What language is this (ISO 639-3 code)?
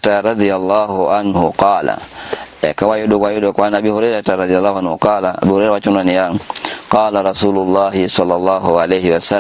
luo